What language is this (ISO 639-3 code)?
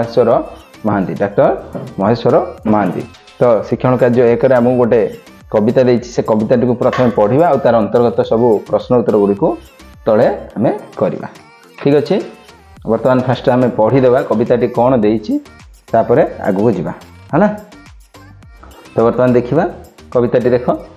ori